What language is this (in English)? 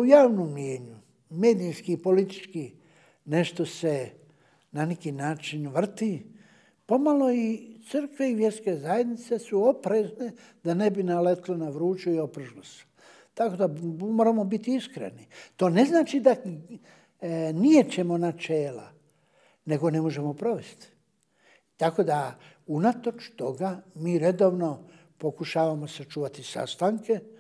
Bosnian